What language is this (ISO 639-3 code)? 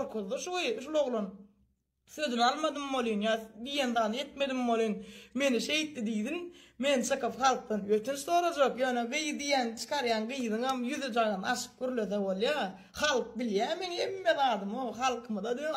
tuk